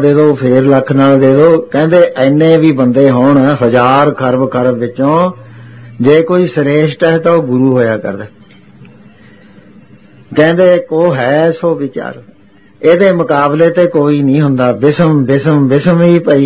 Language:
Punjabi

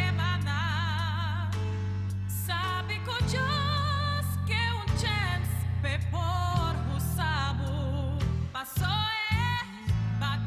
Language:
Papiamento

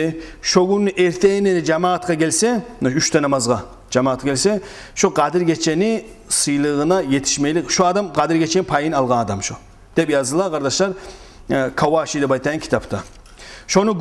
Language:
Kumyk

